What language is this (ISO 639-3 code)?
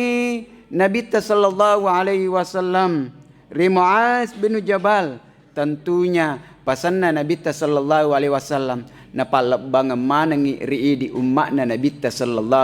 bug